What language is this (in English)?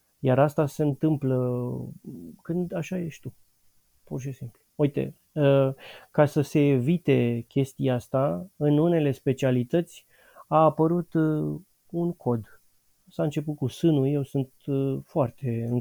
Romanian